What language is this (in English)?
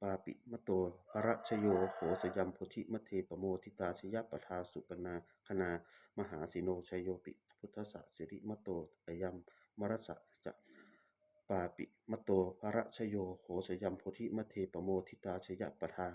Pali